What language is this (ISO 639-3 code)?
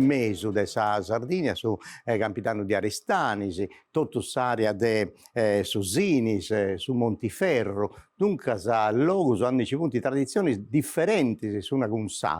srd